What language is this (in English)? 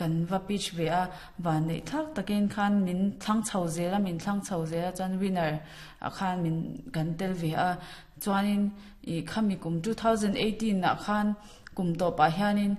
Mizo